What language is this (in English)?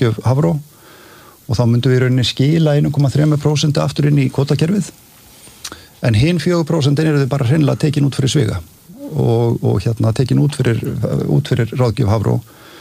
Icelandic